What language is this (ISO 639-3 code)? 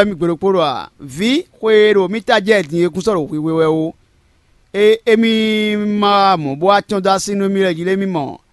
fon